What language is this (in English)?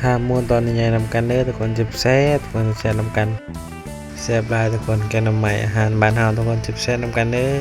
Northeastern Thai